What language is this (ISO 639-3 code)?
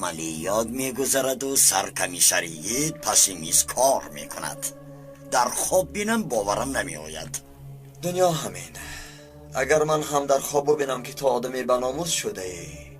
tgk